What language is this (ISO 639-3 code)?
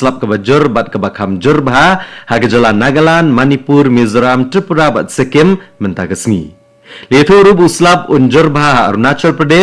kha